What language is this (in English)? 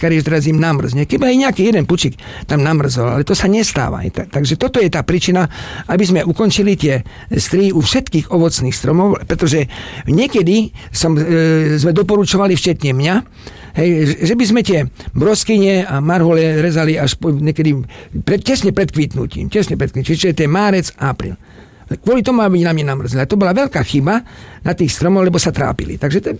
Slovak